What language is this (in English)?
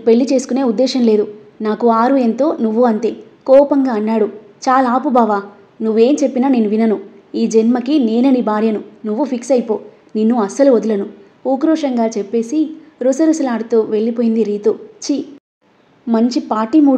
Telugu